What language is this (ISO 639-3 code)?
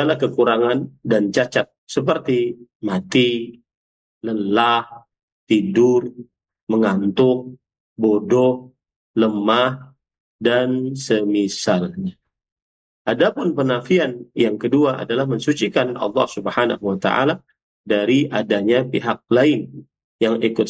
ind